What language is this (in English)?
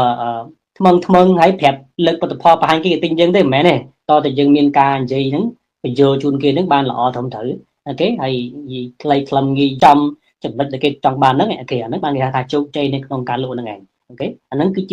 Khmer